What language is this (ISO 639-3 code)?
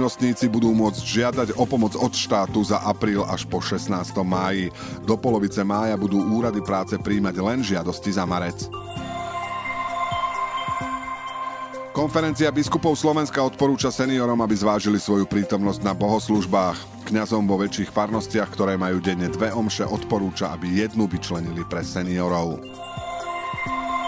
slk